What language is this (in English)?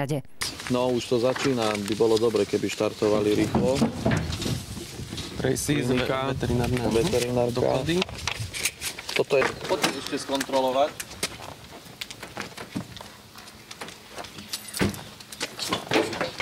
Slovak